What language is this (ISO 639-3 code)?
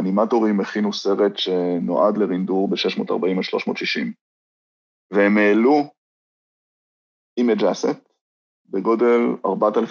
heb